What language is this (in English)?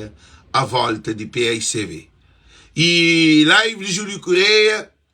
Kabuverdianu